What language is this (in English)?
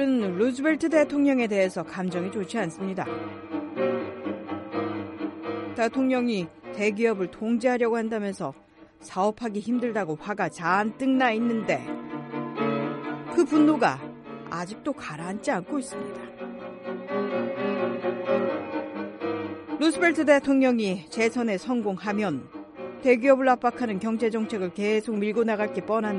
Korean